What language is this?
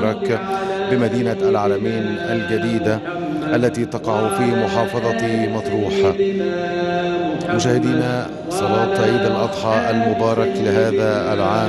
Egyptian Arabic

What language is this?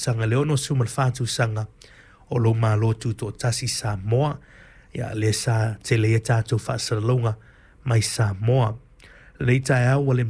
Samoan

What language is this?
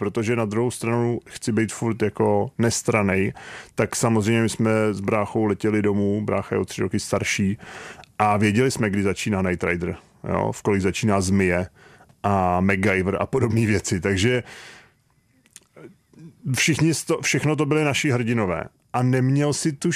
Czech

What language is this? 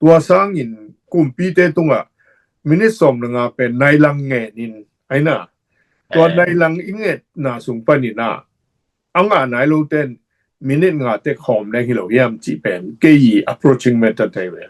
Tedim Chin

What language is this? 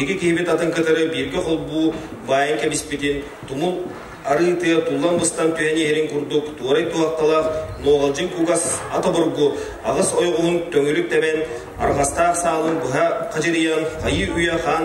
Yakut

